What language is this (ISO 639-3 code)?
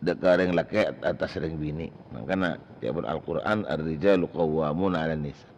mad